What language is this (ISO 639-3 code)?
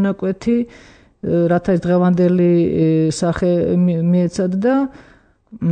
kat